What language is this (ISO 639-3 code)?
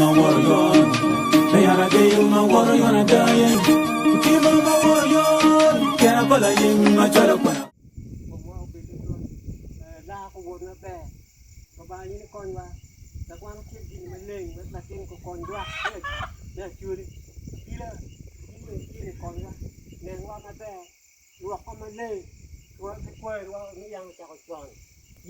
ach